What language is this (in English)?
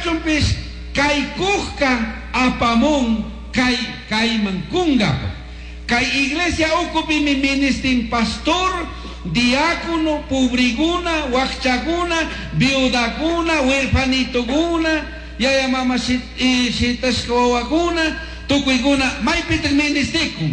Chimborazo Highland Quichua